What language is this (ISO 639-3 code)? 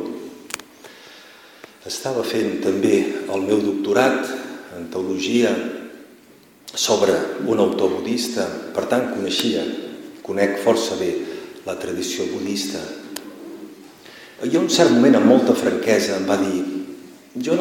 cat